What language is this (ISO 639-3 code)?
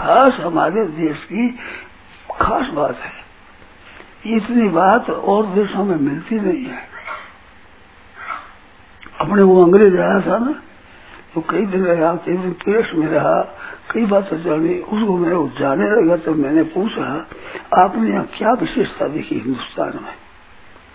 hin